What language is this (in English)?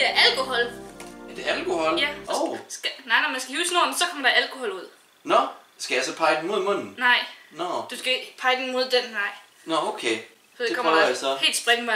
Danish